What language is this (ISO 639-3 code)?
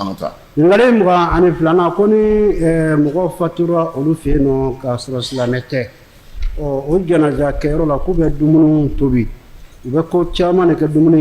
bam